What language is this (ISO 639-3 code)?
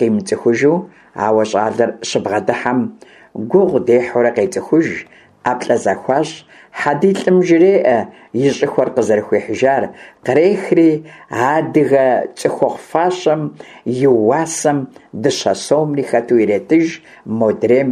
kbd